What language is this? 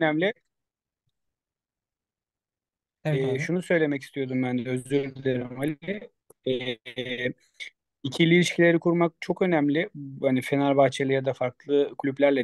Turkish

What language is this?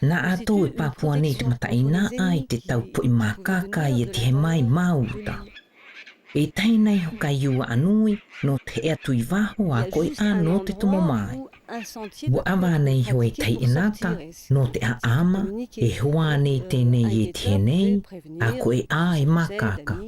South Marquesan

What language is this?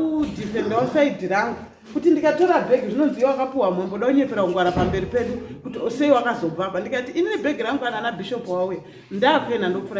Shona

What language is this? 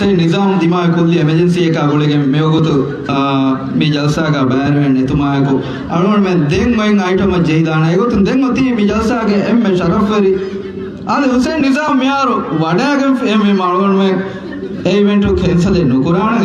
Divehi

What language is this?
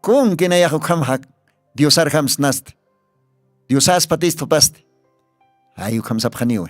Aymara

